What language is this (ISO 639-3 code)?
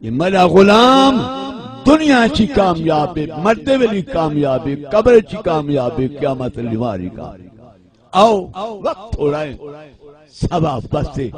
skr